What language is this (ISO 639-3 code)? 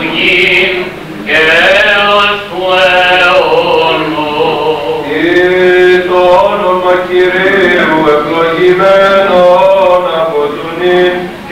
ell